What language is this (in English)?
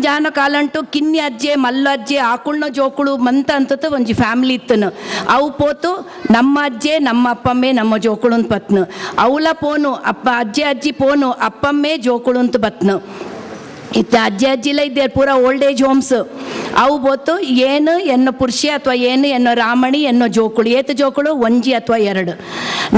Tulu